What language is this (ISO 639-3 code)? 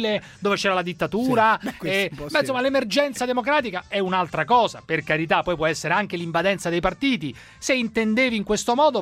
ita